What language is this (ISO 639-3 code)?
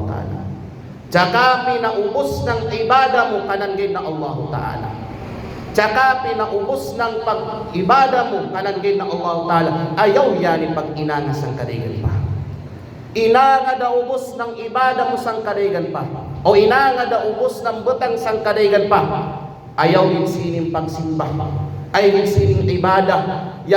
kqe